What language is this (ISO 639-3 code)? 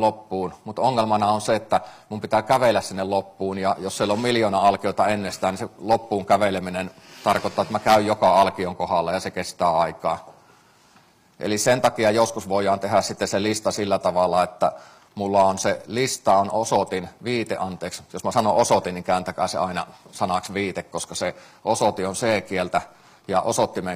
fin